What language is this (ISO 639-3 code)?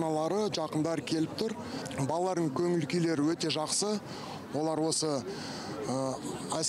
kaz